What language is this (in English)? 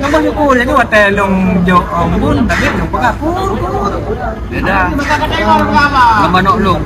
Achinese